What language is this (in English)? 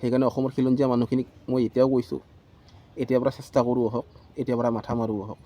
Assamese